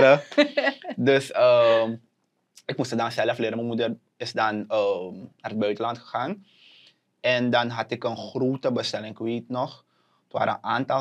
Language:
Dutch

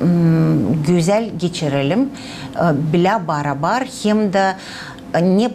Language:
Gagauz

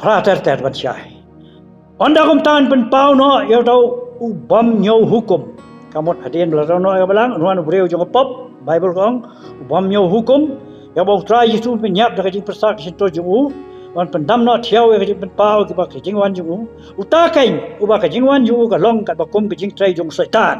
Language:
Khasi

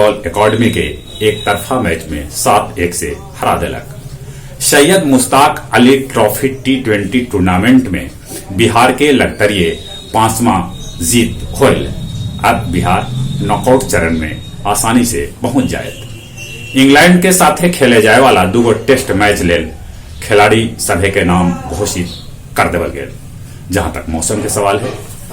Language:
Magahi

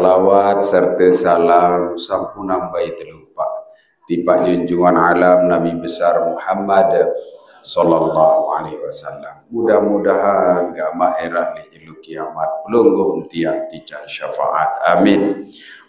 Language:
Sasak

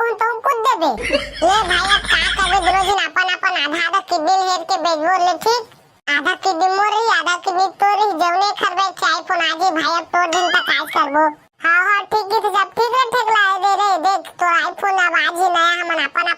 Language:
Chhattisgarhi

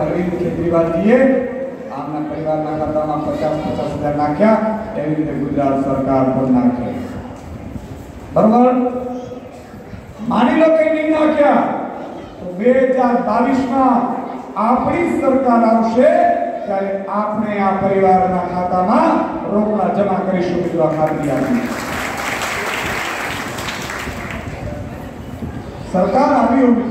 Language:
Gujarati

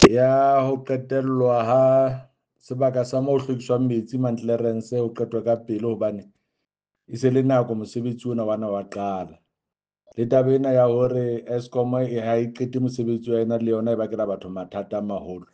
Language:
Southern Sotho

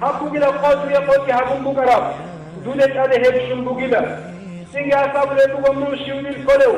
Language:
Avaric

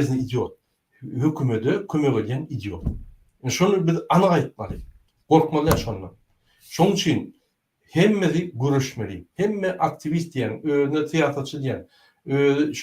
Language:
Turkmen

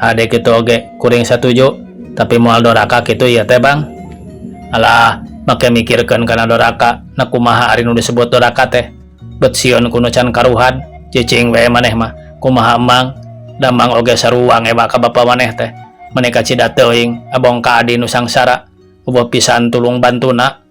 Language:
Sundanese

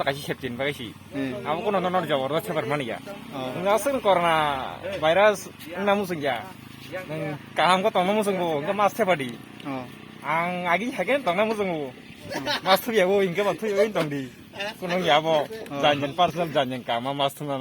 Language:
Kok Borok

